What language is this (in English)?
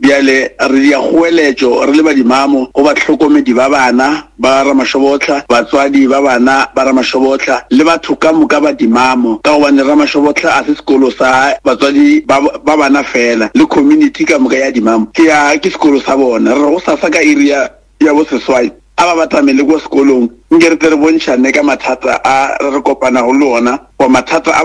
Northern Sotho